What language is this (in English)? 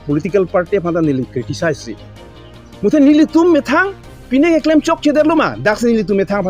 Karbi